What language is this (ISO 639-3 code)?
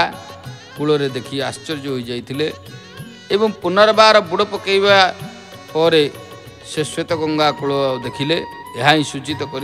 ori